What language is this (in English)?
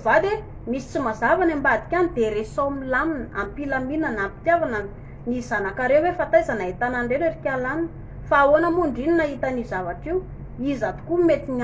Malagasy